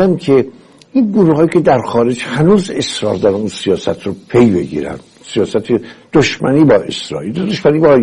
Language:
Persian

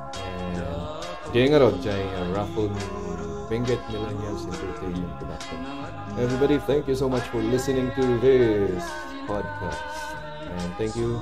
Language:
Kankanaey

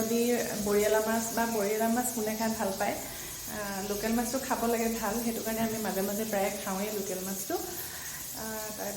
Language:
Assamese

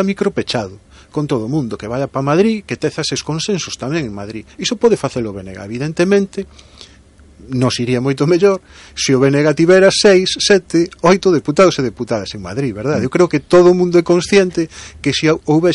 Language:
Galician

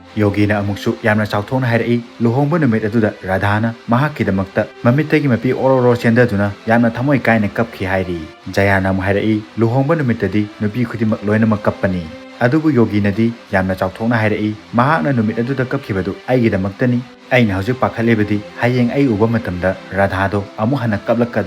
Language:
Manipuri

